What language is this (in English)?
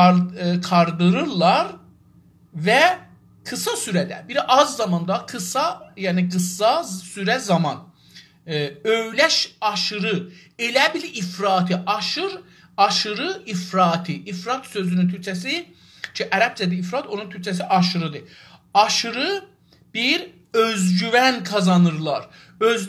South Azerbaijani